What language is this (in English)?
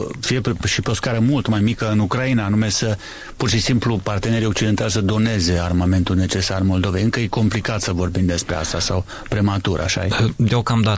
Romanian